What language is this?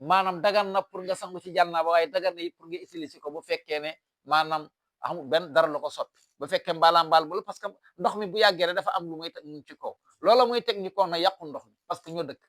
Wolof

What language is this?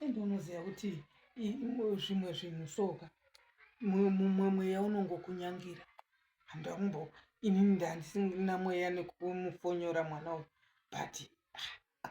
Shona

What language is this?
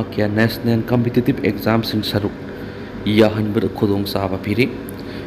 Manipuri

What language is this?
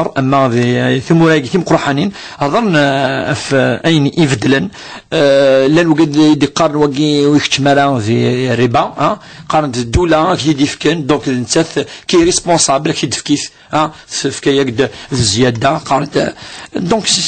Kabyle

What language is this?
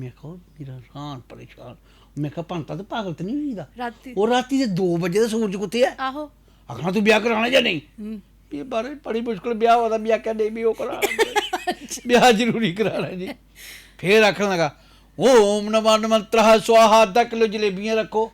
Dogri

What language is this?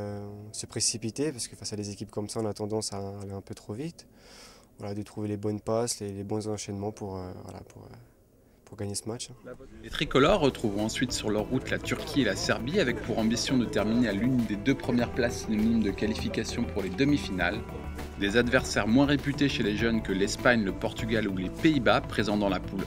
French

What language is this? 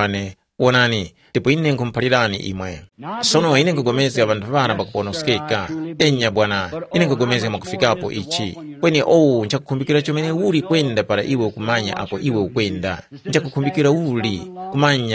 Tumbuka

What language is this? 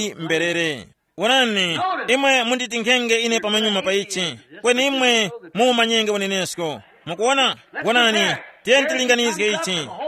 Tumbuka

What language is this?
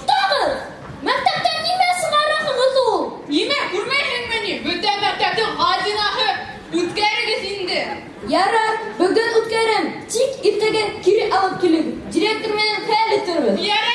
Bashkir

